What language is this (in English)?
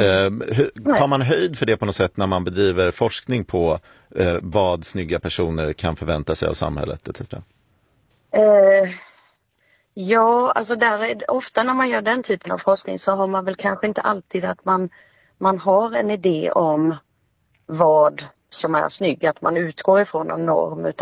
Swedish